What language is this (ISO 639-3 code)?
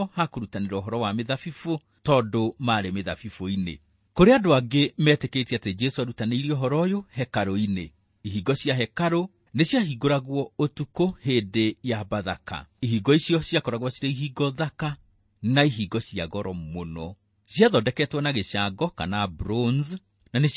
kik